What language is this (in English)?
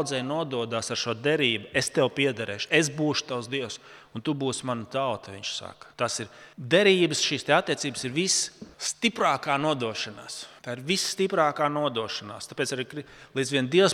Latvian